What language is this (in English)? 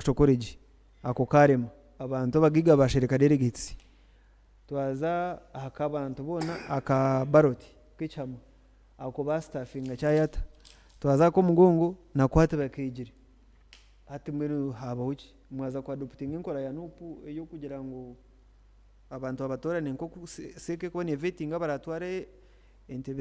Nyankole